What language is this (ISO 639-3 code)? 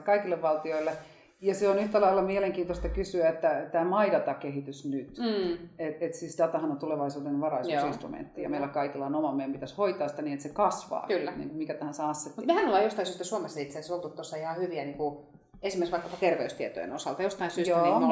fin